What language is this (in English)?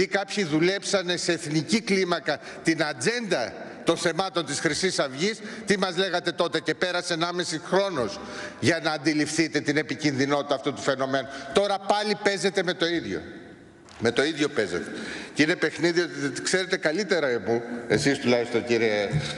Greek